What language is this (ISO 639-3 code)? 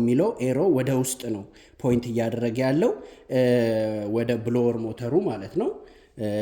amh